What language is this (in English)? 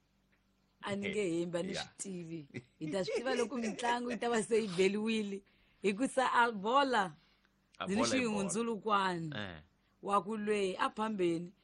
Tsonga